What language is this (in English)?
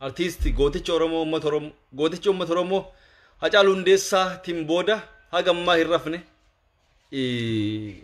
Oromo